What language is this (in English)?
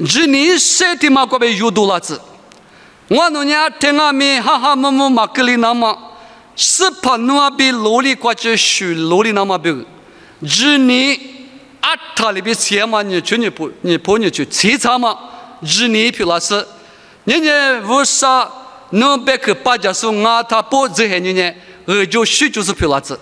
Lisu